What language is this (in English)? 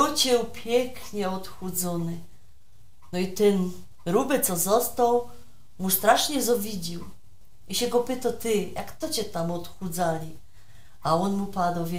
Silesian